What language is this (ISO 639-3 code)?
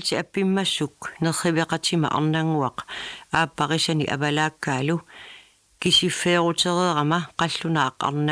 kal